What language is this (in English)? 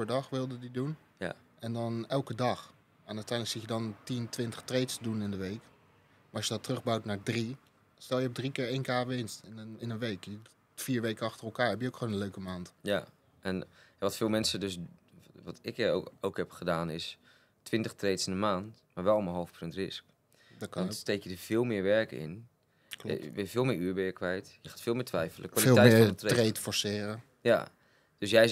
Dutch